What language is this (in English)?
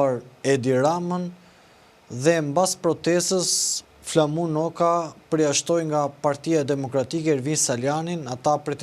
Albanian